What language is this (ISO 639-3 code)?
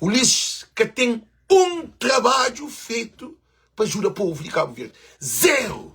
kea